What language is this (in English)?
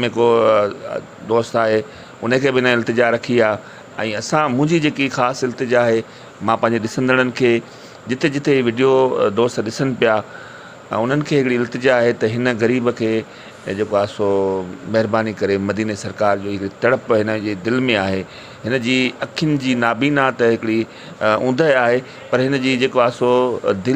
Sindhi